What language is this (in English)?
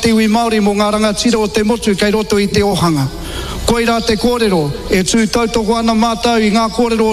Māori